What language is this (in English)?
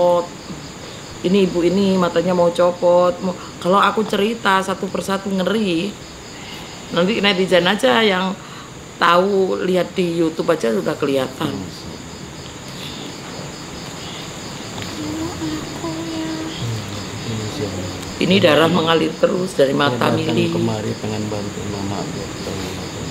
Indonesian